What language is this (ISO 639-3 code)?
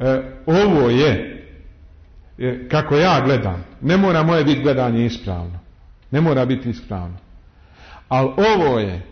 bos